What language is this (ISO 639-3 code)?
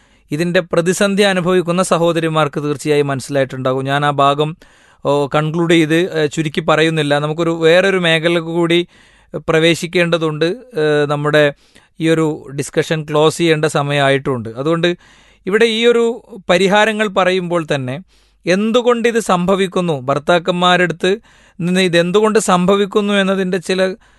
mal